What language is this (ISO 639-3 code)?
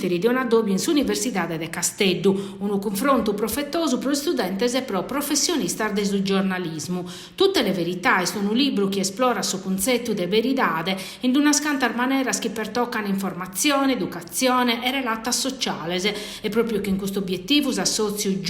srd